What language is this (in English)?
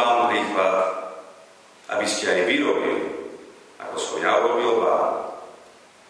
Slovak